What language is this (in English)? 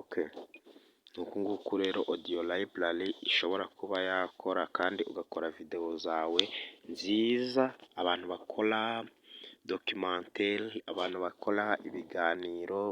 Kinyarwanda